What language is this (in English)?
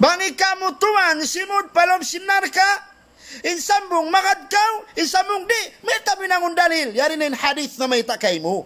Tausug